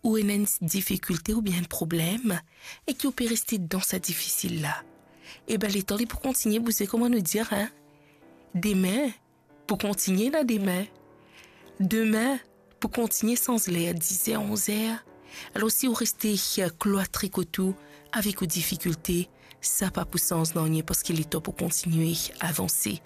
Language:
Morisyen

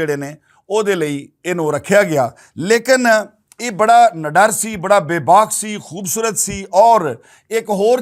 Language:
Western Panjabi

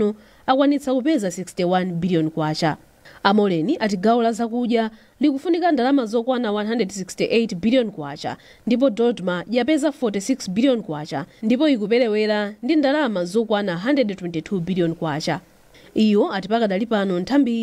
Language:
Nyanja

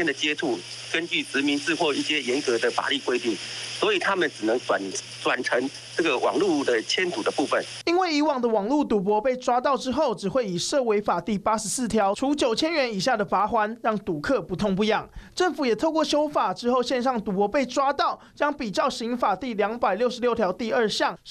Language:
Chinese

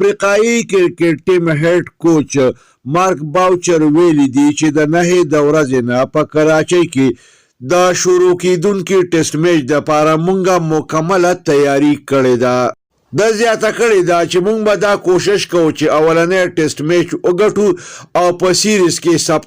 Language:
Pashto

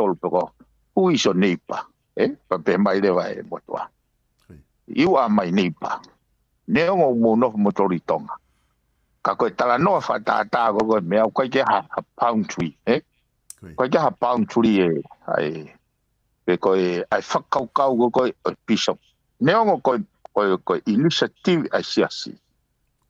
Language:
Tongan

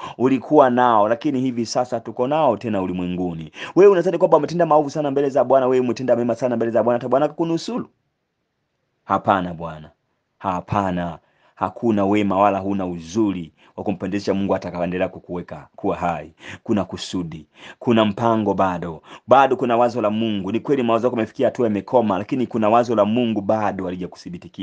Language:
Swahili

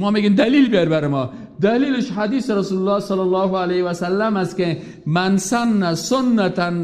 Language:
Persian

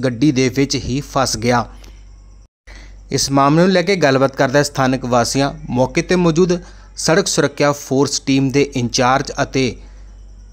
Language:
Punjabi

